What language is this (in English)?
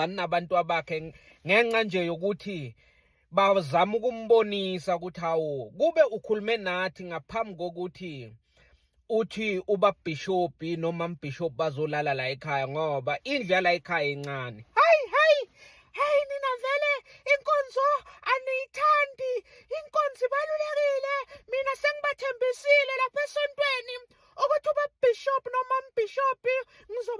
Zulu